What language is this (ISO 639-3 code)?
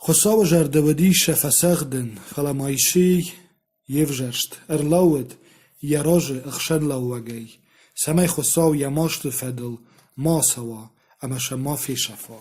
oss